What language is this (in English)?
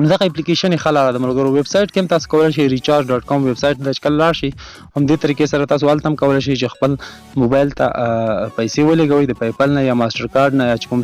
Pashto